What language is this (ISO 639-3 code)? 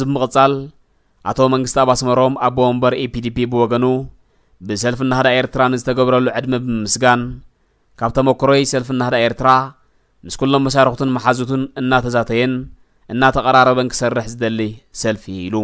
tir